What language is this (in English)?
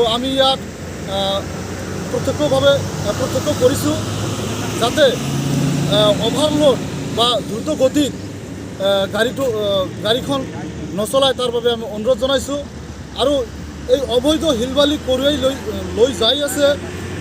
Assamese